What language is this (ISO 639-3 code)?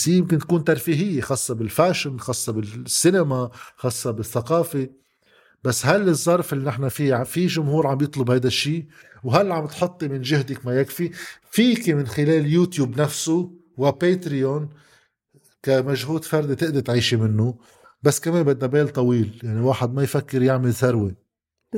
apc